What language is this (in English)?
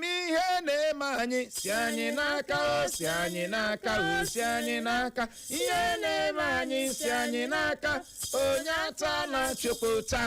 Igbo